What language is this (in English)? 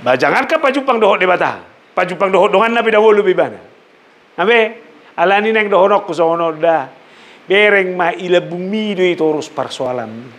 Batak Toba